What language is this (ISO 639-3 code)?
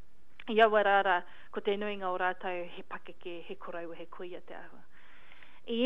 mri